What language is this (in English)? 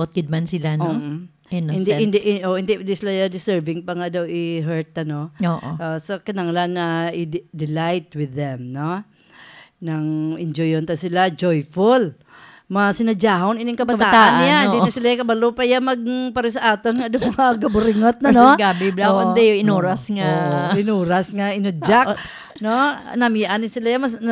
Hiligaynon